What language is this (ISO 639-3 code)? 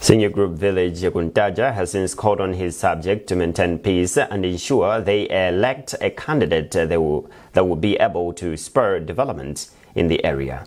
eng